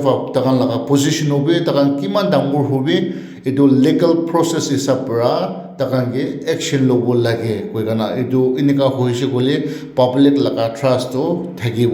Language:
Naga Pidgin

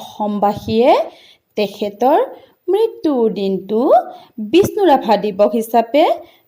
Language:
Assamese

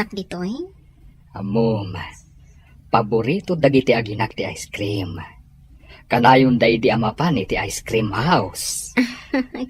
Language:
Iloko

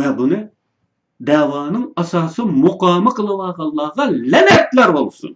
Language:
Uyghur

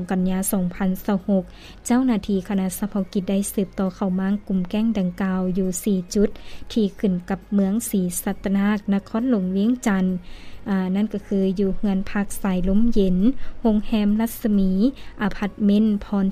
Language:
Lao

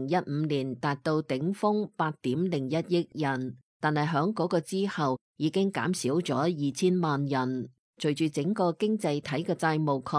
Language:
Cantonese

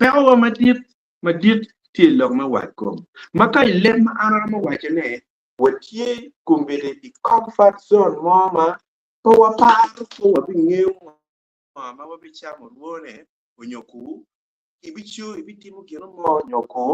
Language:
Acoli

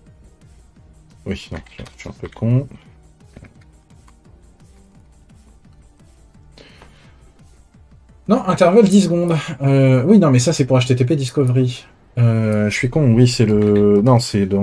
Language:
French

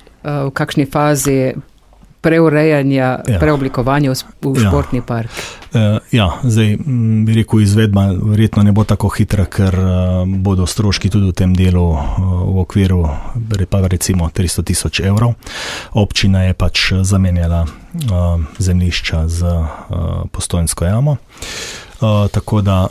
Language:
Slovenian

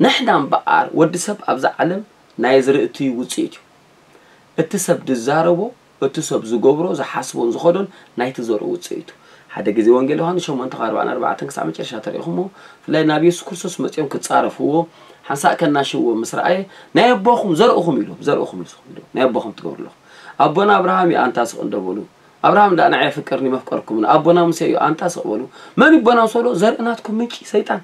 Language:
Tigrinya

